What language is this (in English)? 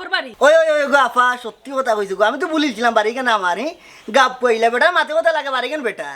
Sylheti